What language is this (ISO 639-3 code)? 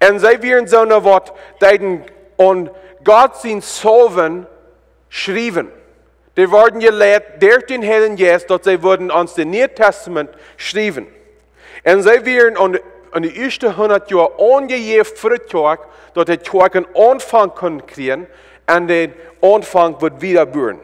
pdt